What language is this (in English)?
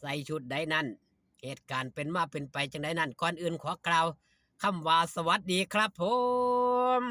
Northeastern Thai